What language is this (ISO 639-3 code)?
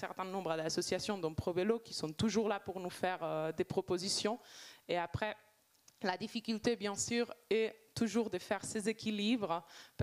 fra